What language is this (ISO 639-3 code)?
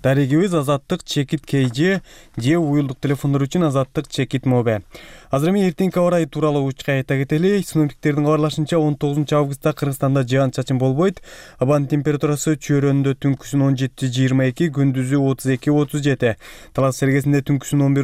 kir